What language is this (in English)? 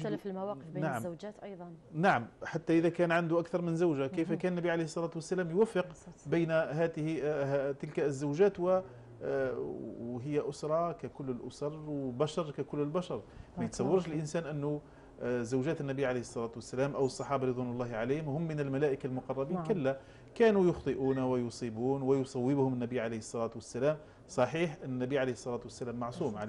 Arabic